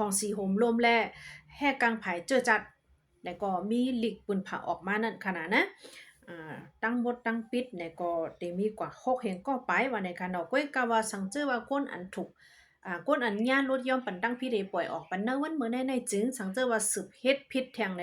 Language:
Shan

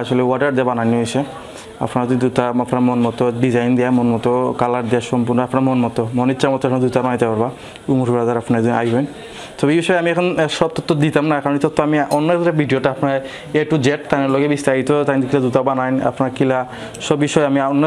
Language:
Sylheti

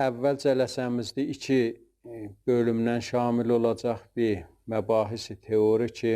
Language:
South Azerbaijani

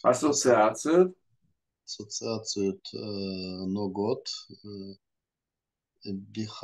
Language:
Russian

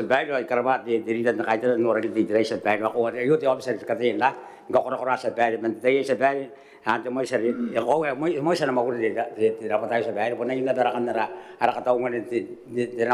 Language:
Gilbertese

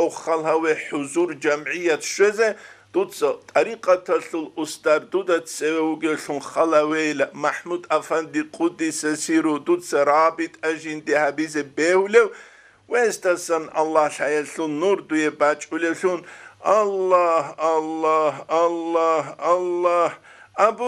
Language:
Avaric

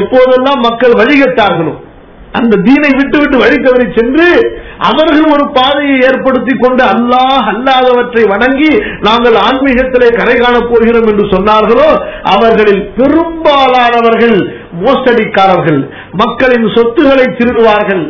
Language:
Tamil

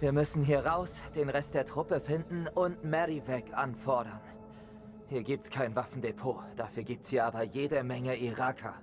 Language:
Bavarian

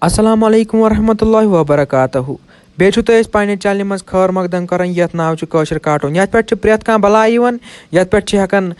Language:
Kashmiri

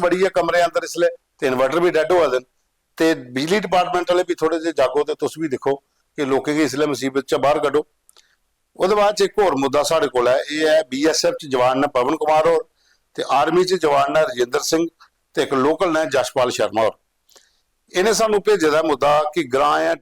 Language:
Dogri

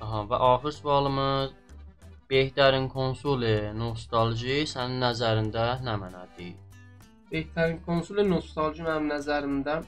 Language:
South Azerbaijani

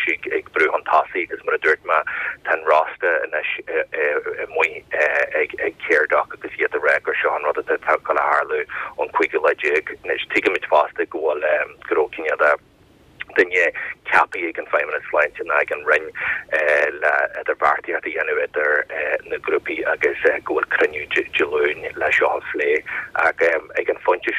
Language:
Irish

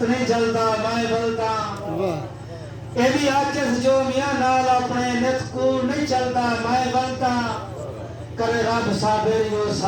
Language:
Saraiki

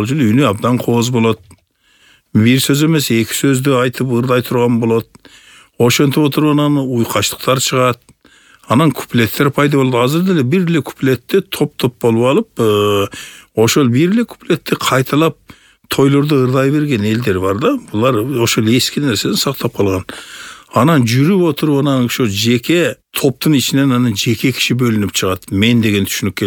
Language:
Kyrgyz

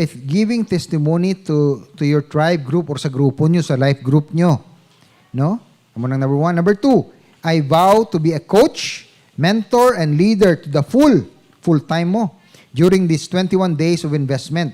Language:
Hiligaynon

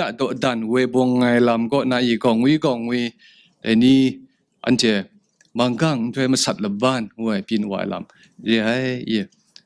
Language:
Kachin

